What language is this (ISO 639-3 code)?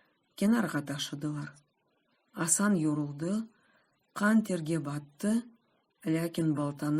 crh